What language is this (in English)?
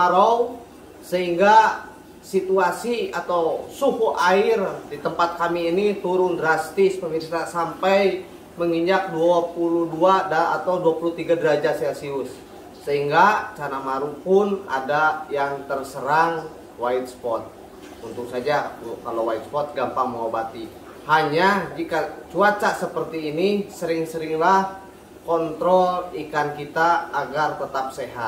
Indonesian